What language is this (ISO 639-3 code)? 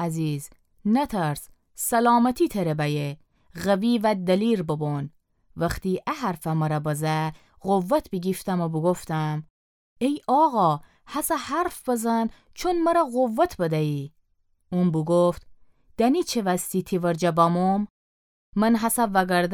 glk